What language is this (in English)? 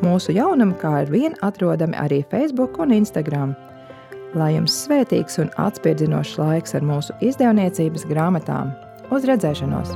Latvian